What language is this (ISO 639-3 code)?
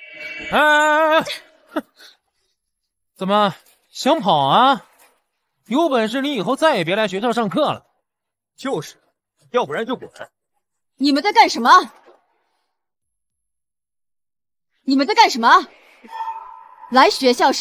zho